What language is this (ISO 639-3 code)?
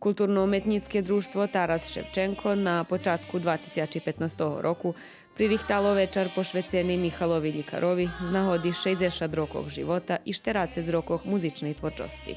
rue